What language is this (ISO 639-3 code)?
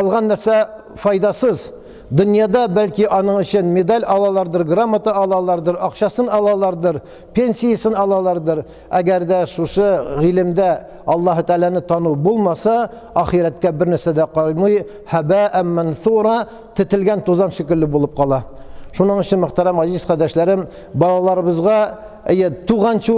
tat